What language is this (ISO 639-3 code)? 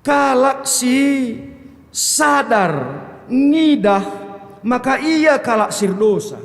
btx